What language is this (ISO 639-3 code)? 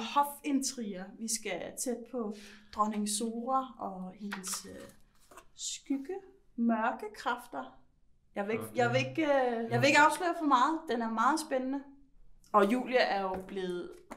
dan